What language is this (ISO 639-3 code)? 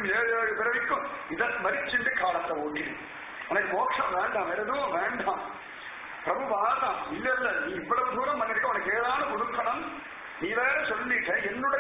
tam